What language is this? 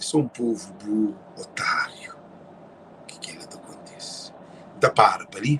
Kabuverdianu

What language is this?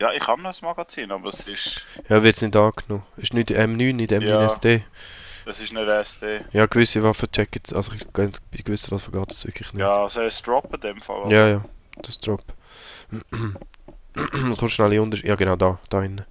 Swiss German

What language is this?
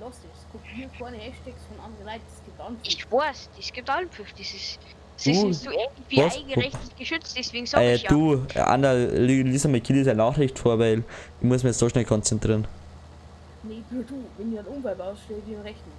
Bavarian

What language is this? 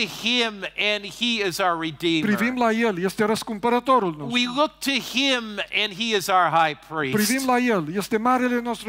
Romanian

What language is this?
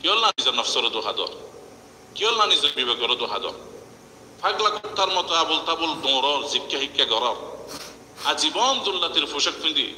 Rohingya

